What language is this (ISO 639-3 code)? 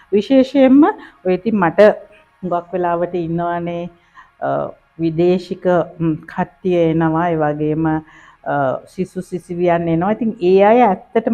sin